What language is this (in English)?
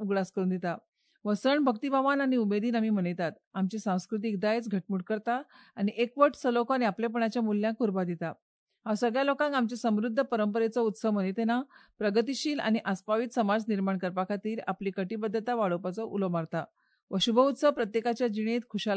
Konkani